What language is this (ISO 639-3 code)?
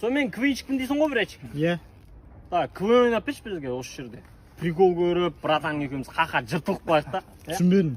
kaz